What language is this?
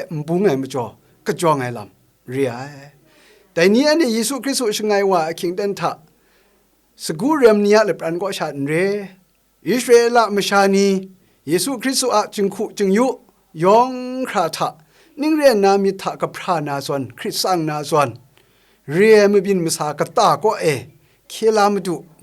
Kachin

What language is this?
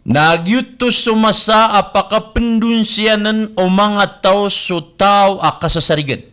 Maranao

